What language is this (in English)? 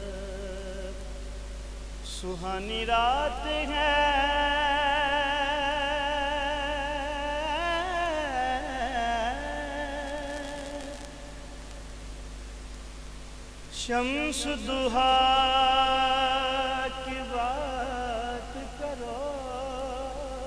Urdu